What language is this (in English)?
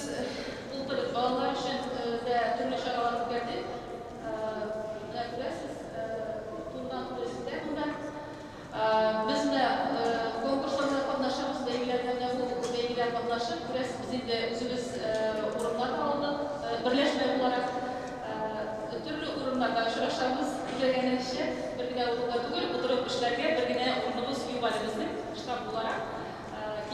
Tatar